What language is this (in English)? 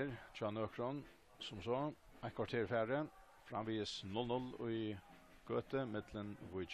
Faroese